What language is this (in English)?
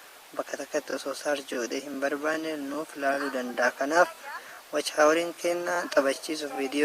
Oromo